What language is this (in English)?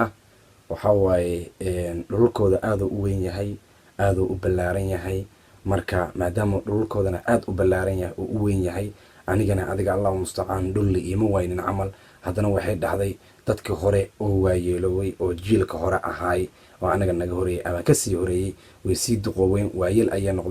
Somali